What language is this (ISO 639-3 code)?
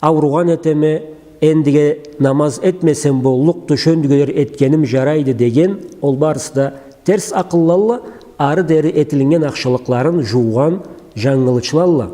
krc